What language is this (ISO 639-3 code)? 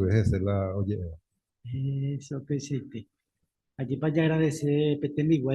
grn